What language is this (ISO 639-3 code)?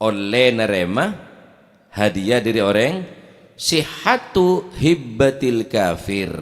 mad